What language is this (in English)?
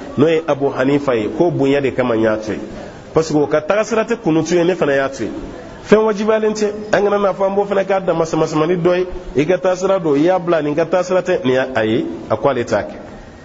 Bambara